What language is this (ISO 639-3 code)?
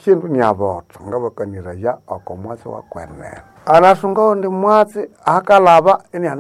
nnb